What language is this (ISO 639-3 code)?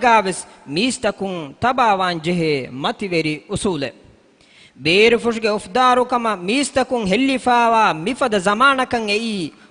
div